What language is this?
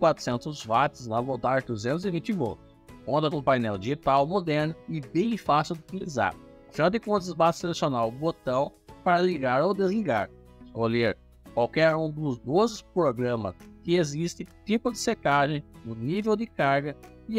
Portuguese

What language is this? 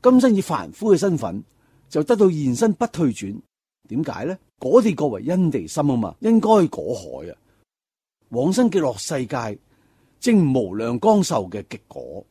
Cantonese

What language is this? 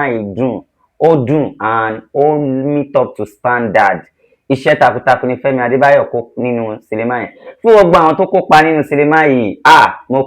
Yoruba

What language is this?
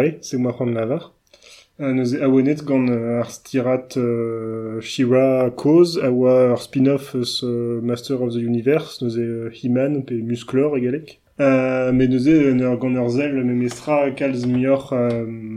Breton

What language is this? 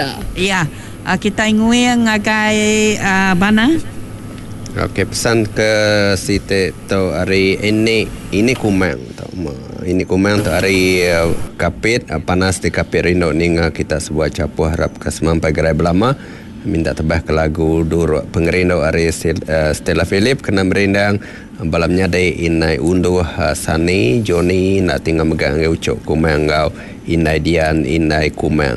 Iban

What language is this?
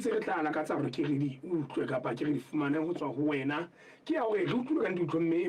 Southern Sotho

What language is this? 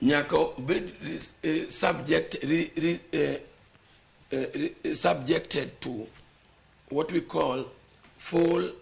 Luo (Kenya and Tanzania)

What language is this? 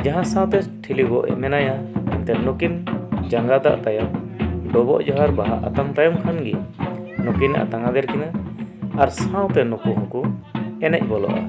Santali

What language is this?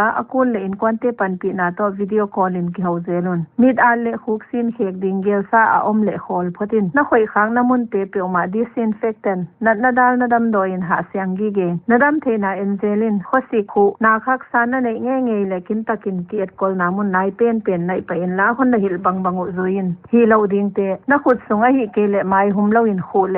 Paite Chin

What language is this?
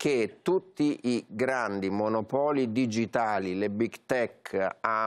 Italian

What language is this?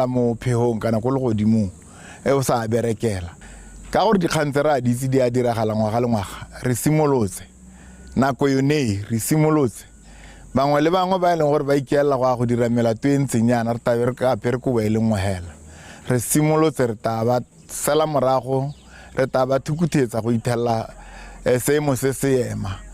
Tswana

